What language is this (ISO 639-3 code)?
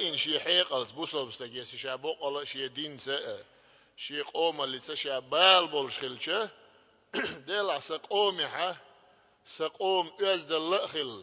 che